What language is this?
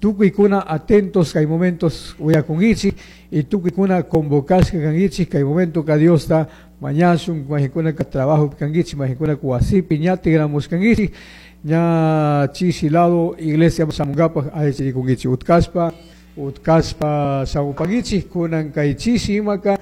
Chimborazo Highland Quichua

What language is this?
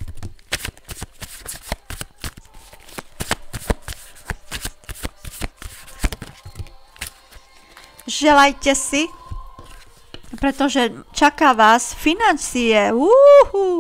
Slovak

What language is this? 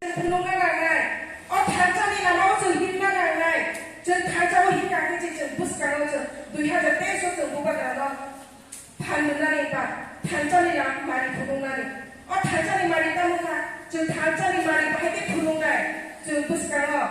Kok Borok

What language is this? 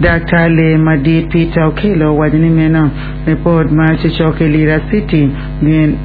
Acoli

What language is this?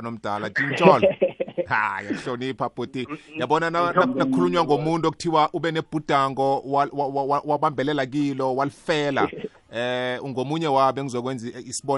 South Ndebele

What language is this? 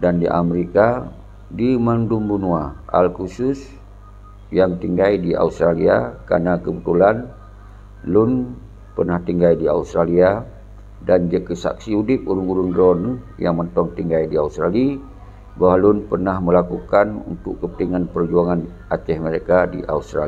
Achinese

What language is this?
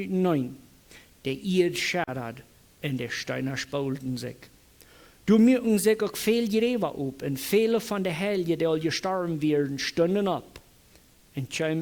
Plautdietsch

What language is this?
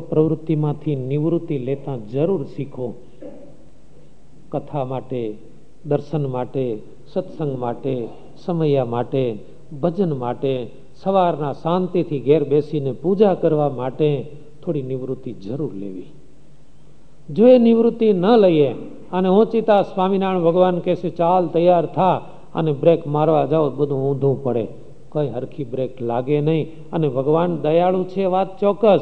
Gujarati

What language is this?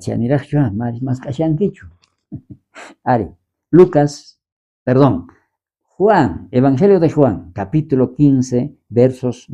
South Bolivian Quechua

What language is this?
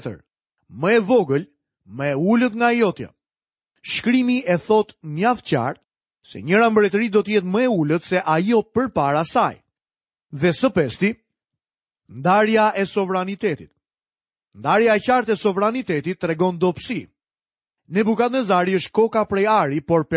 Albanian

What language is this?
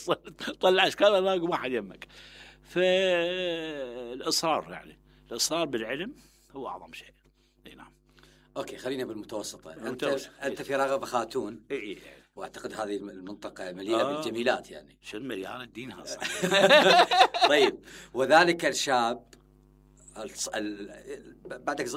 Mesopotamian Arabic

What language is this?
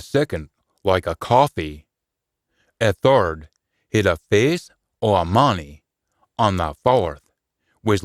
Scots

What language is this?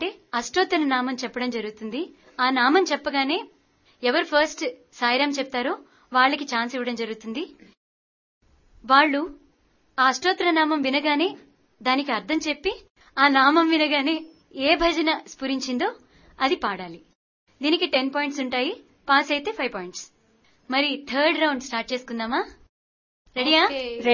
Telugu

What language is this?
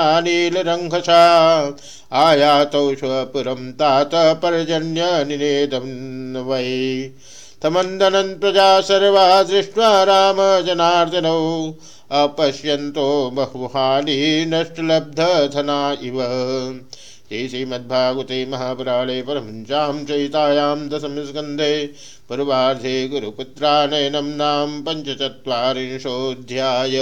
Sanskrit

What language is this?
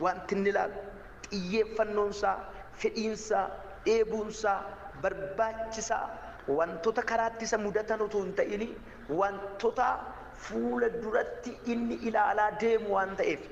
Oromo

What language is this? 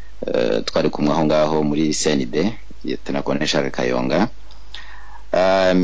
Kinyarwanda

